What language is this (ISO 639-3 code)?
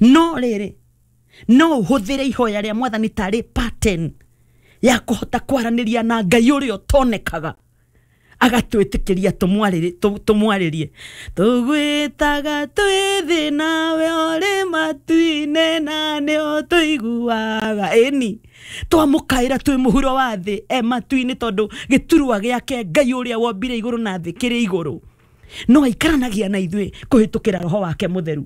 kik